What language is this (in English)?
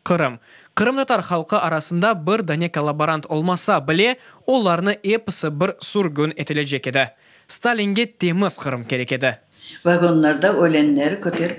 Crimean Tatar